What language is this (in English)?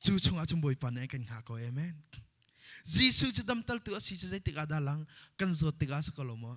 Hakha Chin